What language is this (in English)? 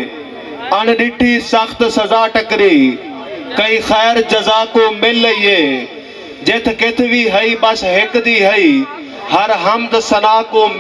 Saraiki